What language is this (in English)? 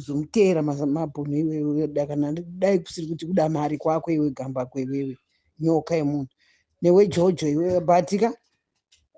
Shona